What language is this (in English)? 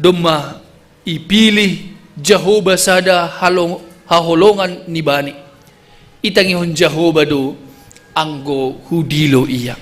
Batak Simalungun